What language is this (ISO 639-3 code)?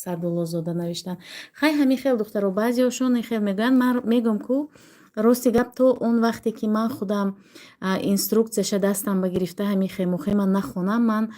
tgk